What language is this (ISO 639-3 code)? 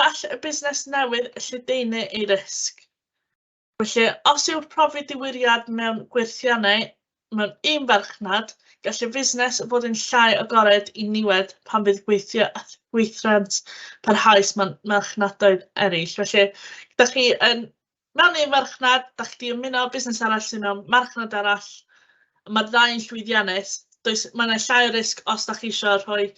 cym